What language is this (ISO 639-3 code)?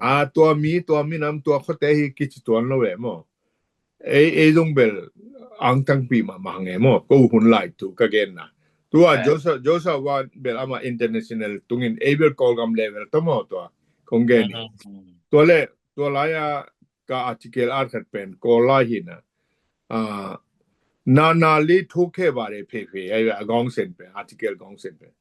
ctd